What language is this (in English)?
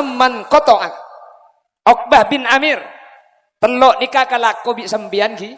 Madurese